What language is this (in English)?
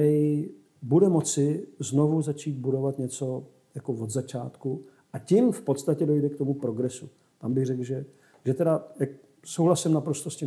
Czech